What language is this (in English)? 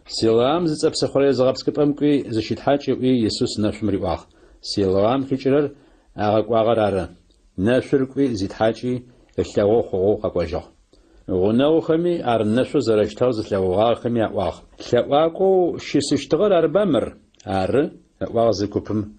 Adyghe